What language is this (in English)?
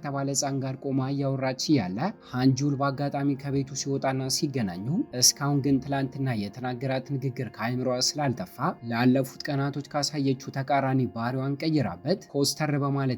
Amharic